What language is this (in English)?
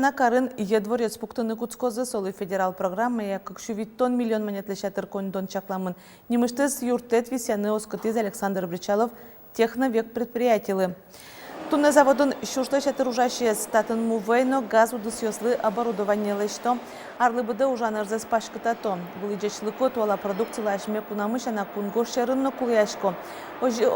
Udmurt